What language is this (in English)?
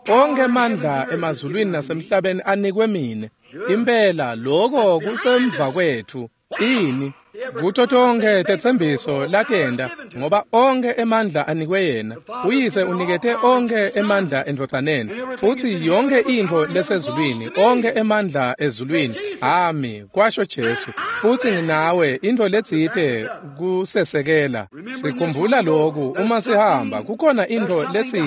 Swati